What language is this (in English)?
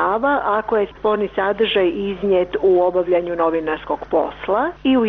Bosnian